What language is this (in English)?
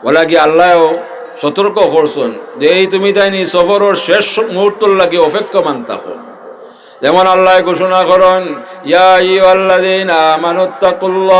Sylheti